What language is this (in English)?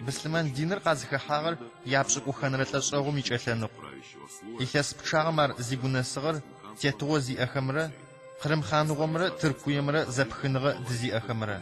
Adyghe